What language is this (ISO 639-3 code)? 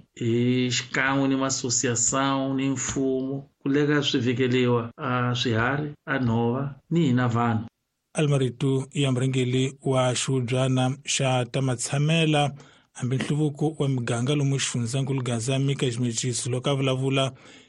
tso